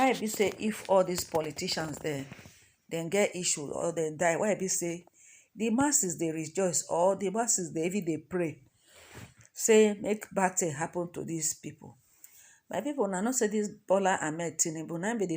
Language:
Nigerian Pidgin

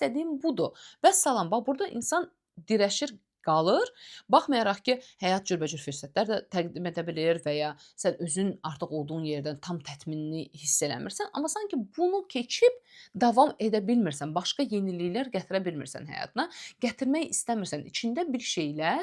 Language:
Azerbaijani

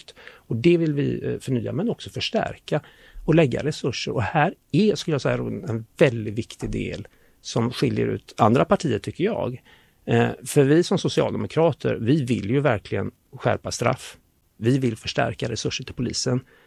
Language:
Swedish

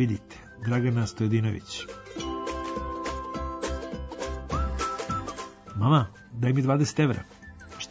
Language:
Serbian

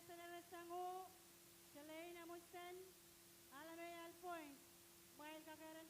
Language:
Pohnpeian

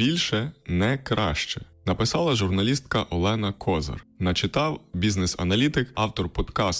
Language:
Ukrainian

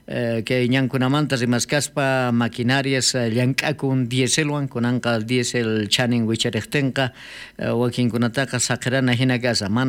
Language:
South Bolivian Quechua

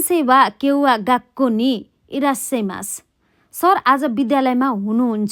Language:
Nepali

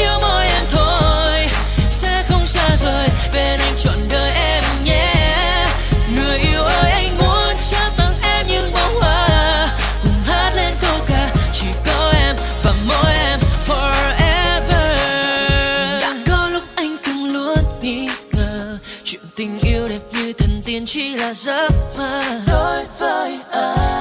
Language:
Vietnamese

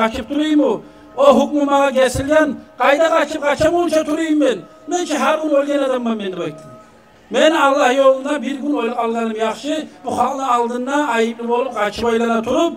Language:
Kumyk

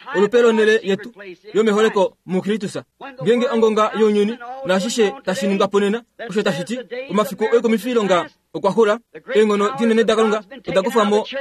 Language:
Kuanyama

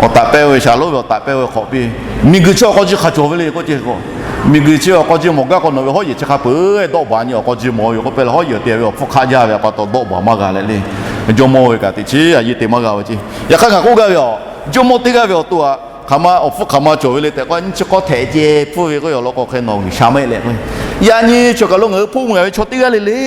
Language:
Lahu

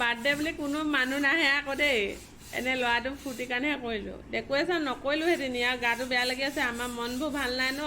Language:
Assamese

